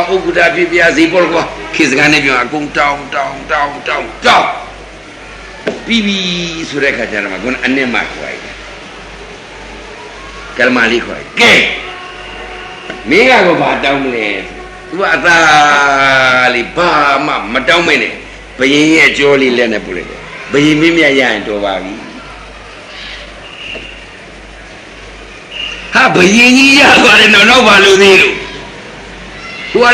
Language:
Burmese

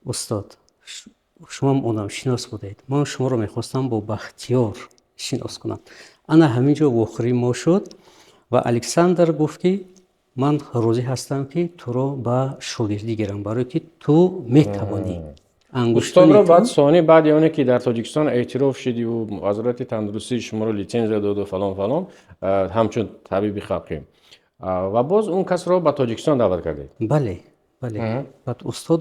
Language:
Tajik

